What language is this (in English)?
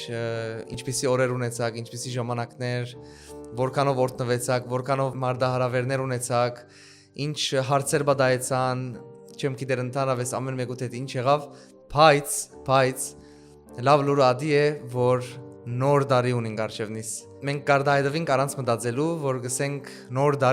Western Armenian